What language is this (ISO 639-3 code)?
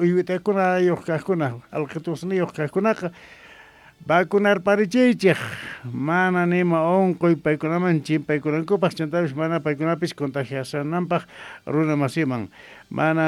que